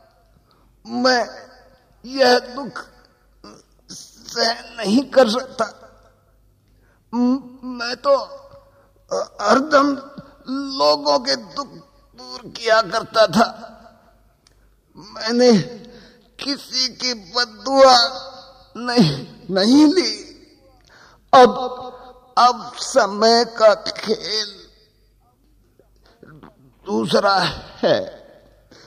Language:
Hindi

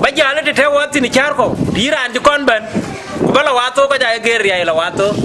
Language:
Dinka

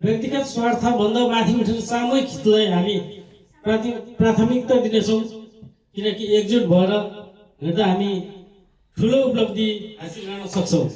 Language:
Nepali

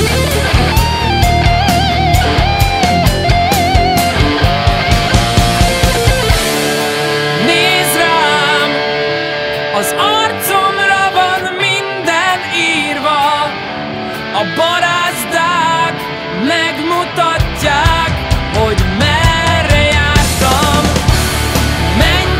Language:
Hungarian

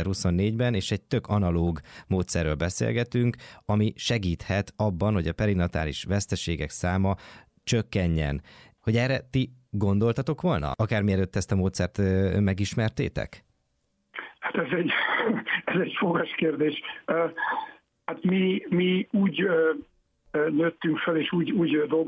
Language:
Hungarian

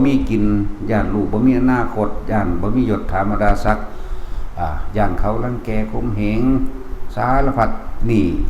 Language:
Northeastern Thai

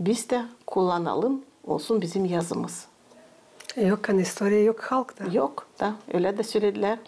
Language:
Gagauz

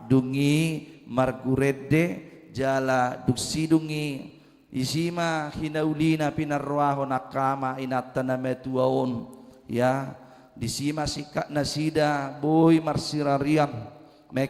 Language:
Batak Toba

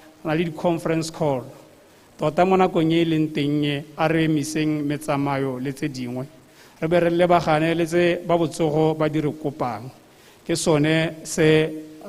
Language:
Tswana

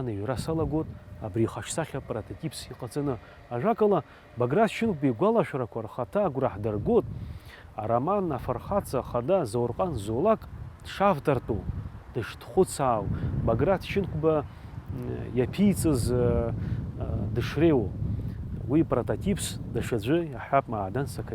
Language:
Abkhazian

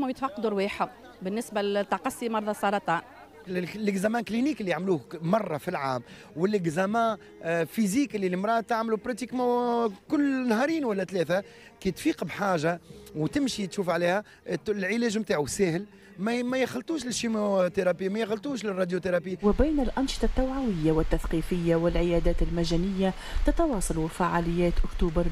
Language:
Tunisian Arabic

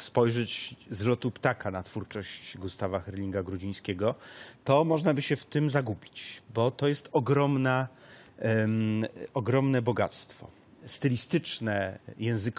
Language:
Polish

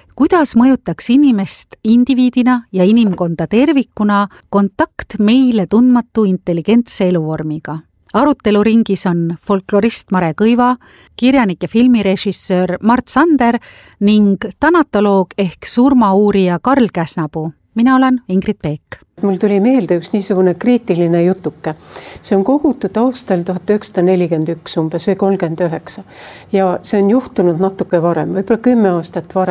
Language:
Estonian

